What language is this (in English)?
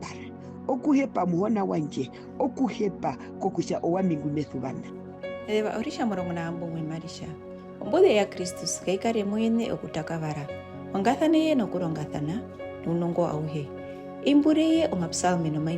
Herero